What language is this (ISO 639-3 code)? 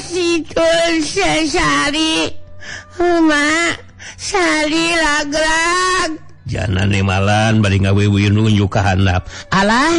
sun